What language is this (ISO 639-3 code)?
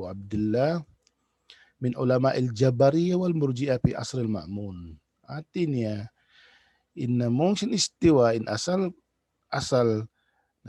tsg